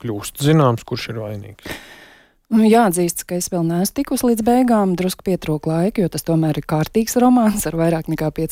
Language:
Latvian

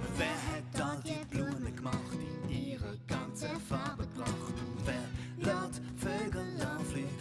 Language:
Swiss German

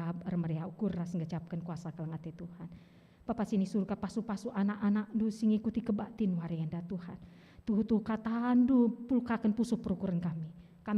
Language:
Batak Karo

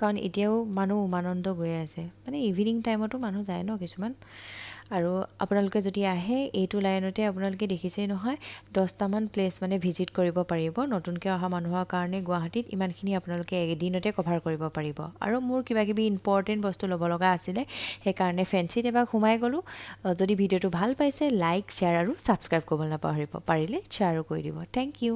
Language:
Assamese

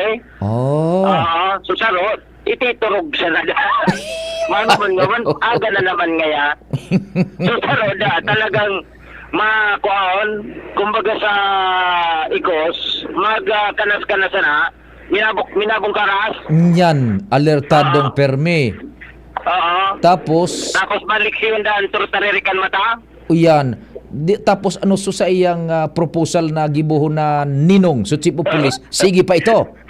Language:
Bikol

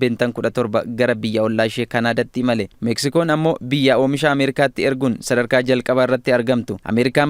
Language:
Oromo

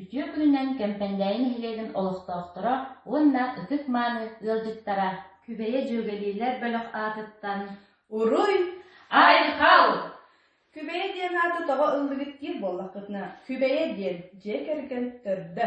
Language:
Yakut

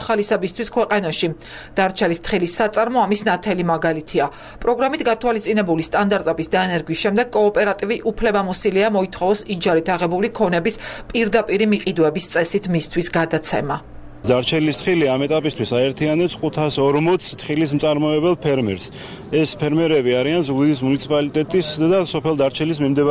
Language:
Georgian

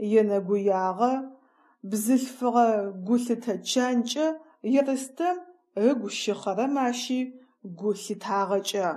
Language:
Adyghe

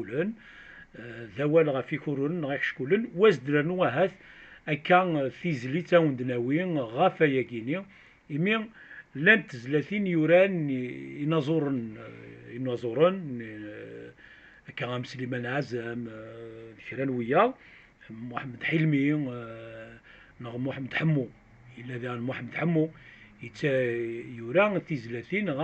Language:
Kabyle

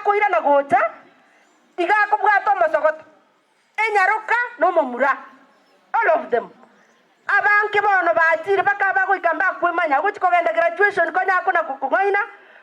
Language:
Gusii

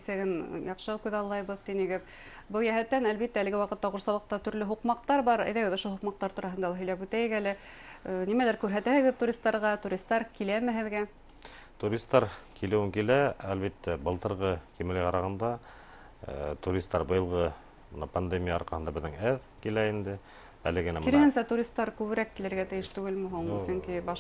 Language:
Bashkir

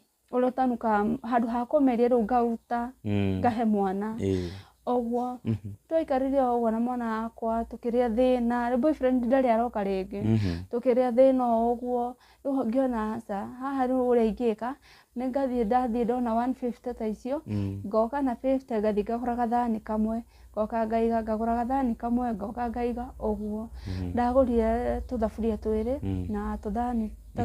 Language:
Kikuyu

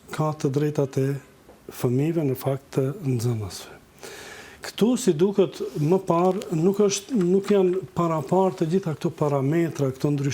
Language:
Albanian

